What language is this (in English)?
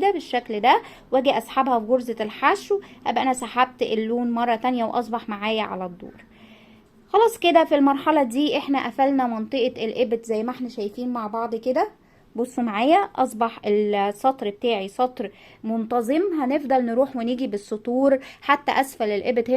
Egyptian Arabic